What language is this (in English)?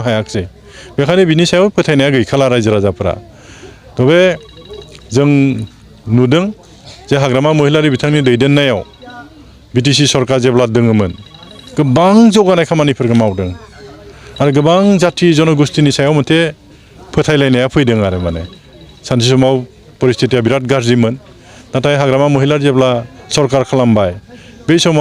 Bodo